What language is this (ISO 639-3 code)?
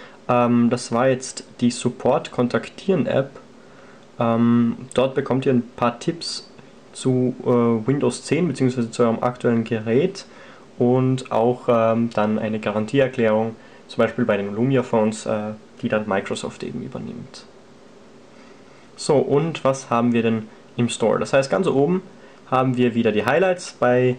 deu